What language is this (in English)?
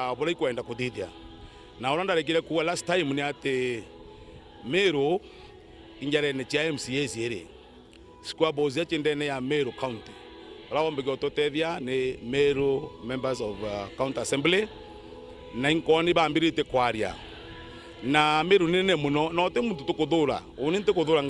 Meru